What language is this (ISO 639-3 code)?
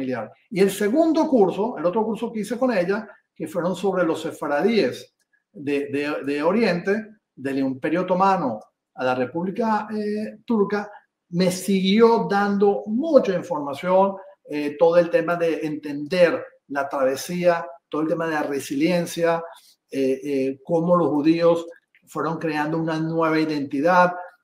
lad